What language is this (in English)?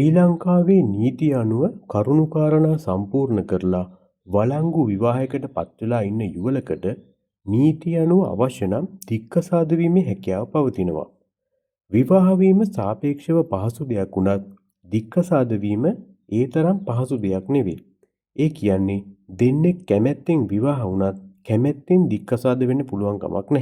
Sinhala